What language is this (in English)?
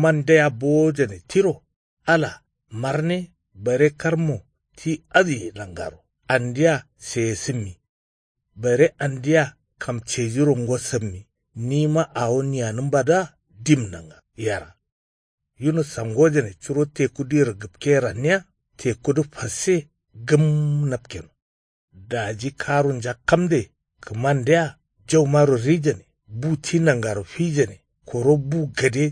Kanuri